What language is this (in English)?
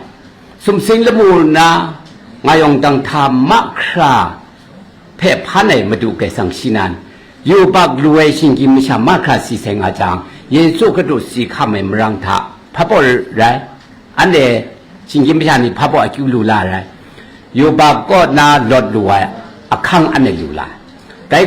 Kachin